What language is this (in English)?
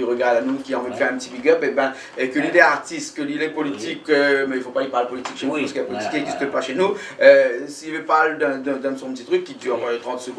Réunion Creole French